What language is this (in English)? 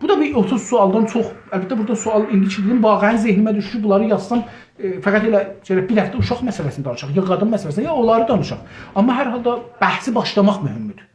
South Azerbaijani